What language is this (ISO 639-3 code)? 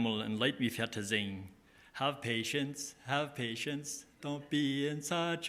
pdt